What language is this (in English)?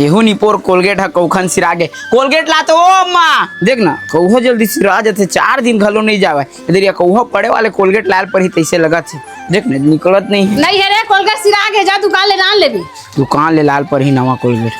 Chhattisgarhi